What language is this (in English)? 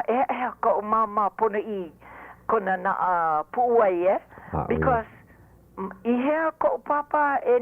Hawaiian